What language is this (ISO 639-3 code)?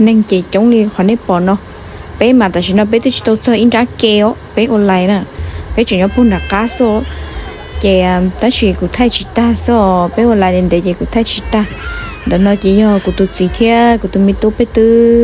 hmn